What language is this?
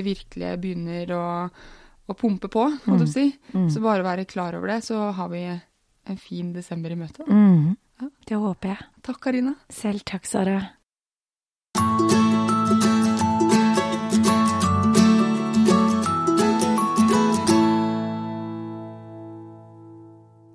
Norwegian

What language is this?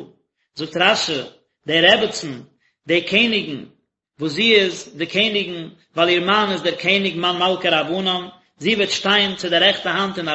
Yiddish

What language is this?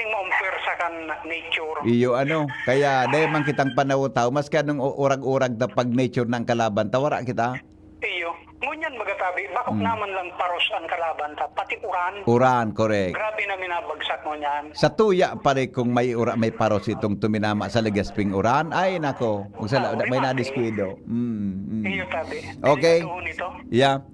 Bikol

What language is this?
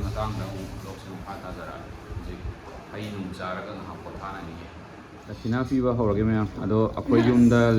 Manipuri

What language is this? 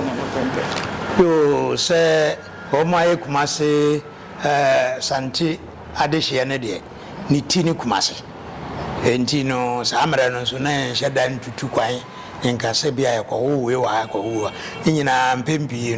Akan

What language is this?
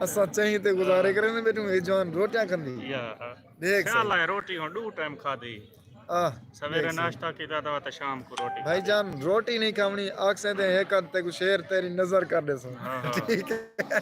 Saraiki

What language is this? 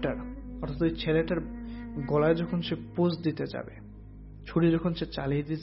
Bangla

